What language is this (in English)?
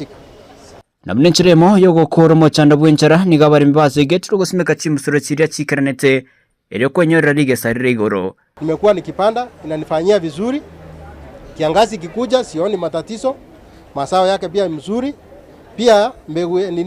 Gusii